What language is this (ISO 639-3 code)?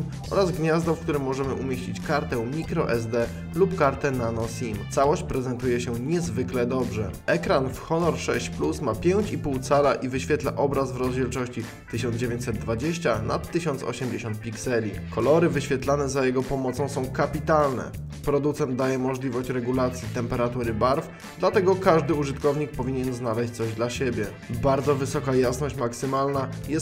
pol